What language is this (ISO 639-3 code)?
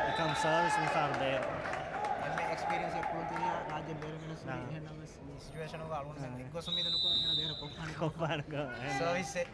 div